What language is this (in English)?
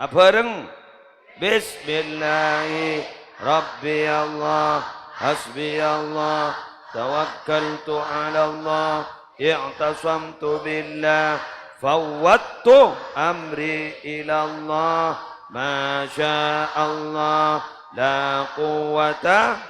Madurese